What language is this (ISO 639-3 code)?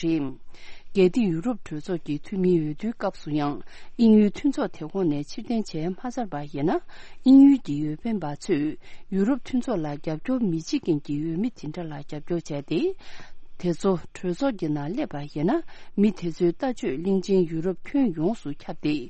bod